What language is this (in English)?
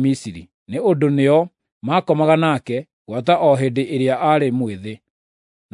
Kikuyu